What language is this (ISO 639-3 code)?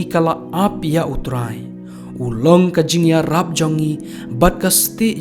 kha